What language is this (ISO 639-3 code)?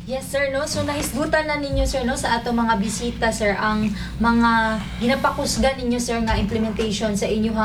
ceb